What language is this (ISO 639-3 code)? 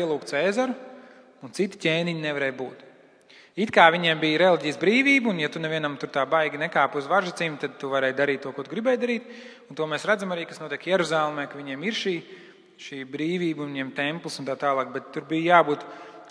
lav